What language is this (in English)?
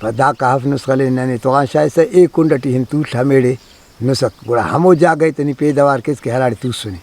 Brahui